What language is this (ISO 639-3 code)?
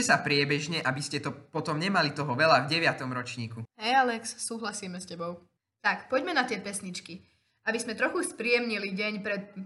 slk